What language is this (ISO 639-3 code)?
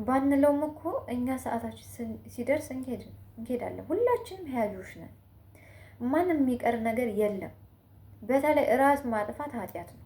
amh